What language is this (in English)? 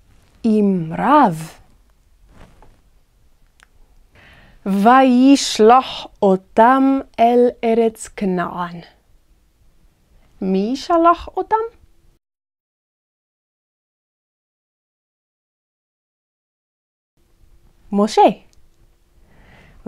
Hebrew